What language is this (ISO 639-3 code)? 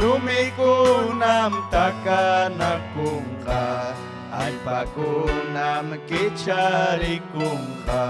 quy